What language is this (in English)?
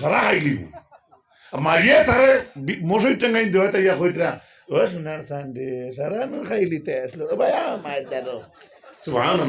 Sylheti